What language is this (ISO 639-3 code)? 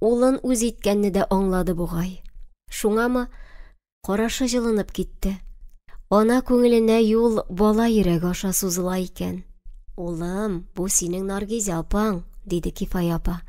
tat